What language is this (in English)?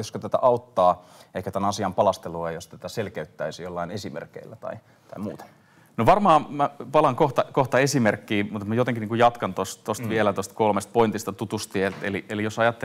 Finnish